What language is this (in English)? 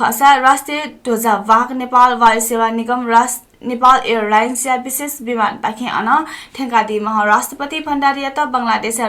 Newari